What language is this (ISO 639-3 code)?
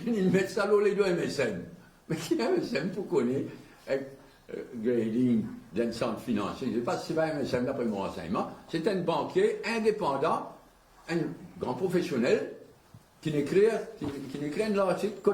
mfe